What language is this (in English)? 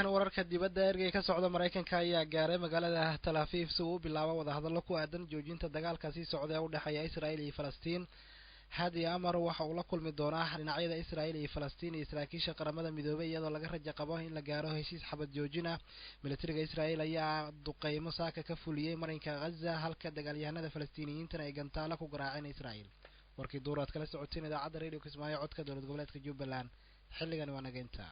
Somali